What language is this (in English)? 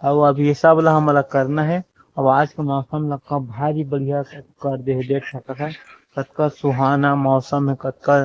Chhattisgarhi